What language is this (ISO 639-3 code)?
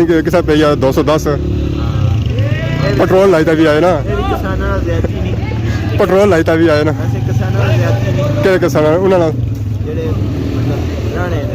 phr